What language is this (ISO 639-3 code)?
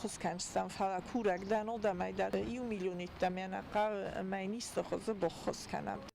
oss